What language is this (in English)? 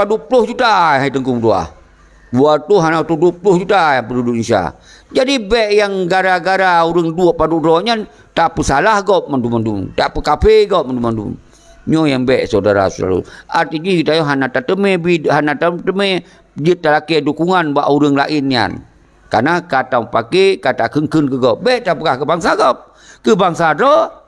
Achinese